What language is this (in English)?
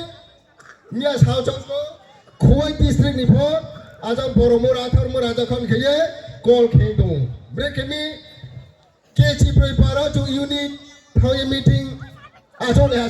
Riang (India)